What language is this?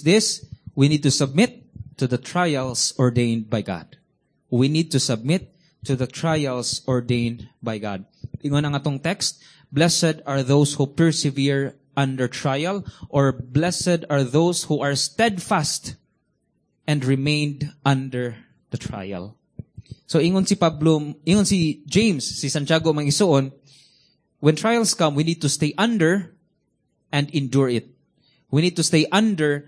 Cebuano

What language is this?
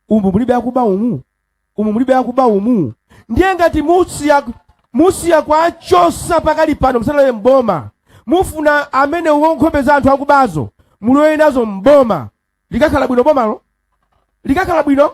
Nyanja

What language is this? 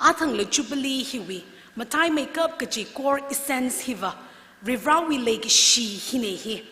Tangkhul Naga (India)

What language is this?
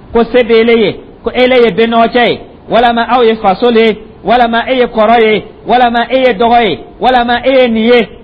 Dyula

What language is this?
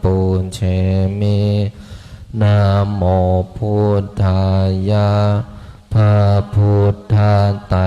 Pali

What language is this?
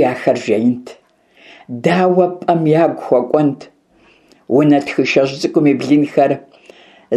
Kabardian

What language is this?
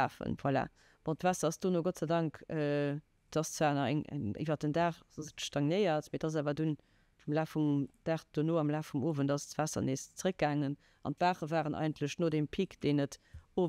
Luxembourgish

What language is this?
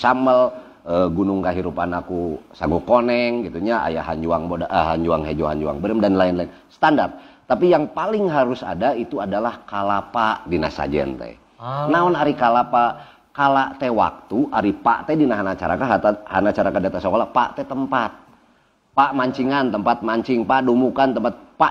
Sundanese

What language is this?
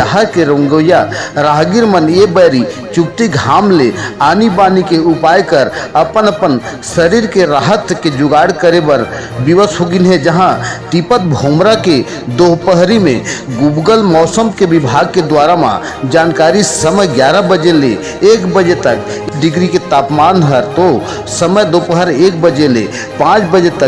Chhattisgarhi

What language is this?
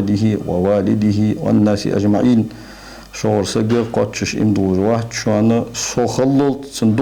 Ingush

